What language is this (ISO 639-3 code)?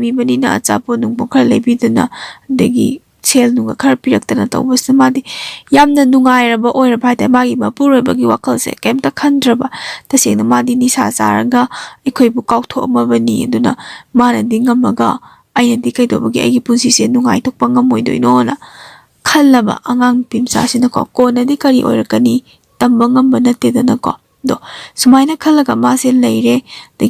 mni